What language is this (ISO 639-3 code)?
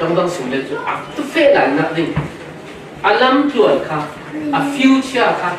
cfm